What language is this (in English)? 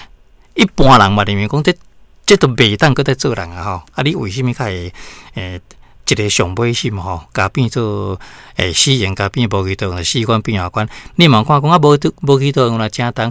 Min Nan Chinese